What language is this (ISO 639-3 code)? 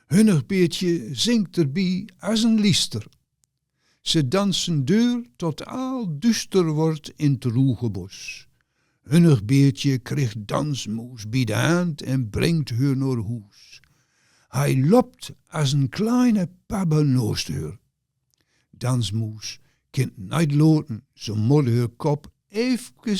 gos